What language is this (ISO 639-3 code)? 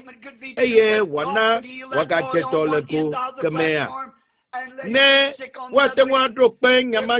ewe